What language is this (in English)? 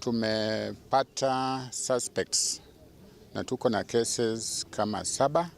Meru